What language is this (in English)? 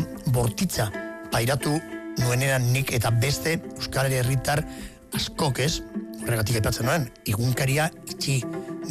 Basque